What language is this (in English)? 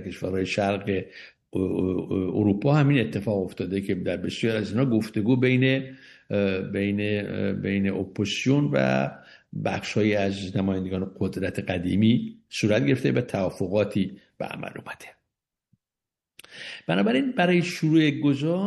Persian